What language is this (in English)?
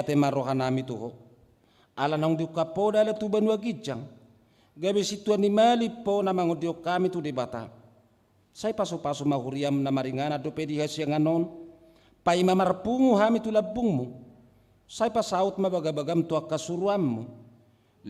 Batak Toba